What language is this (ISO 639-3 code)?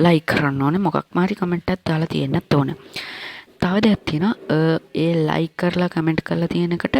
sin